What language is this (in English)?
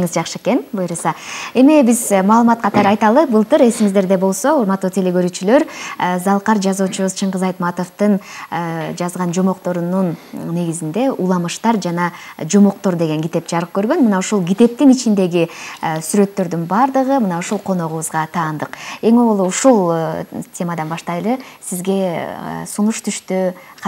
Kyrgyz